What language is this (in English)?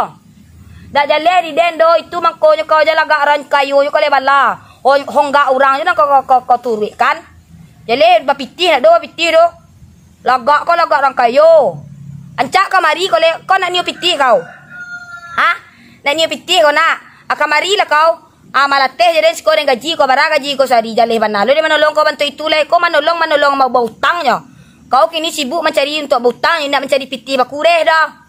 Minangkabau